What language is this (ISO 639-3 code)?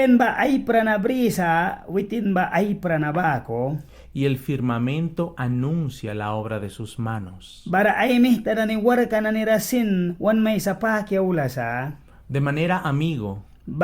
miq